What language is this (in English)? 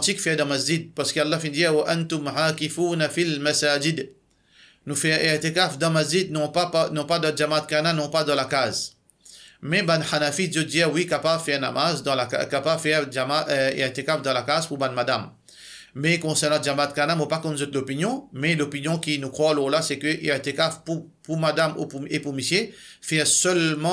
Morisyen